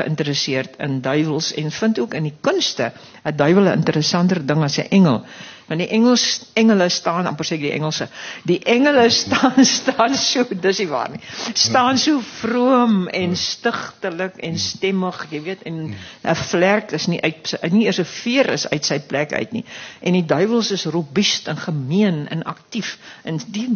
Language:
Afrikaans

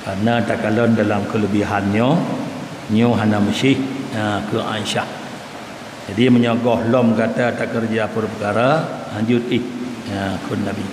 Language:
Achinese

